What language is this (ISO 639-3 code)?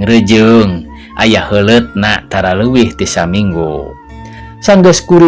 sun